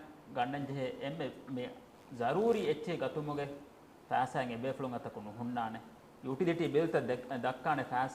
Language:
Divehi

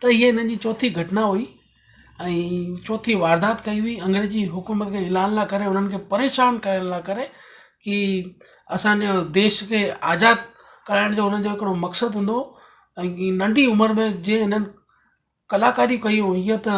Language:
Sindhi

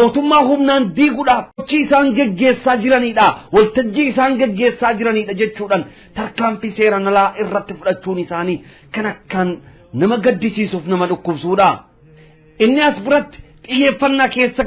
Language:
Oromo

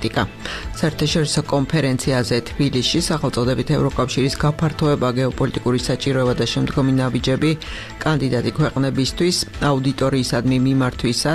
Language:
Georgian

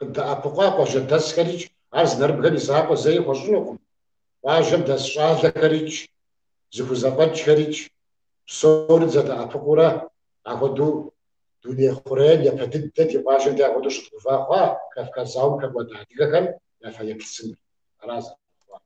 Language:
Kabardian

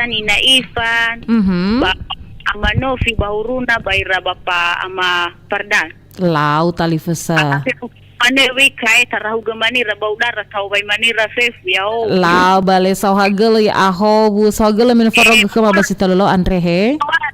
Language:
Nias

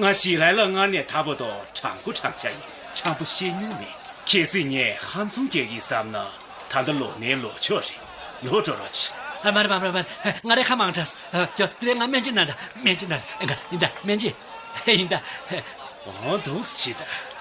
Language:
Tibetan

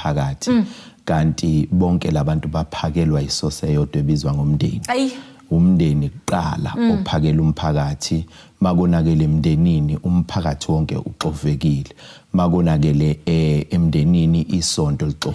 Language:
Zulu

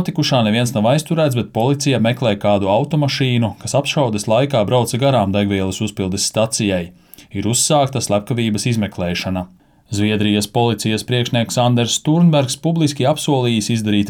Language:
Latvian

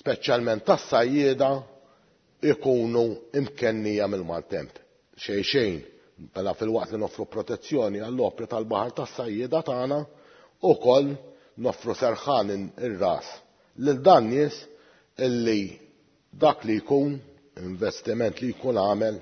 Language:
Maltese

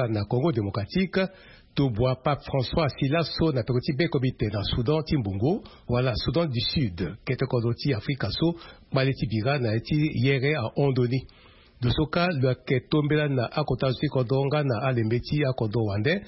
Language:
Sango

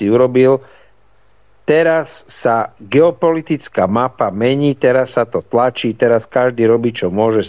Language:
Slovak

